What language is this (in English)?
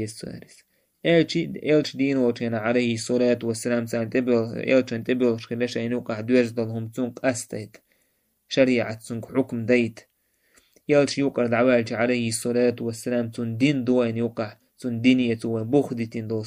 Chechen